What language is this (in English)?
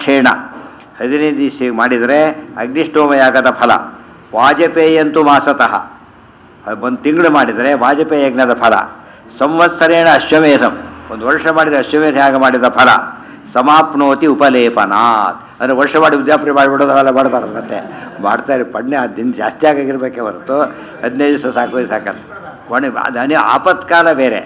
Kannada